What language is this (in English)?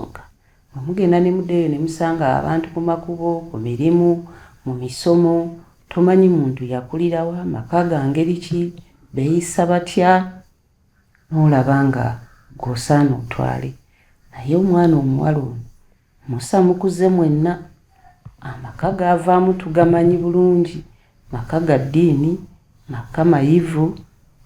Ganda